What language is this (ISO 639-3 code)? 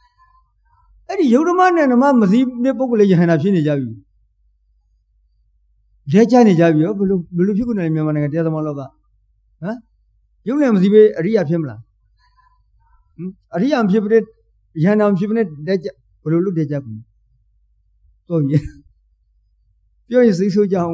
mya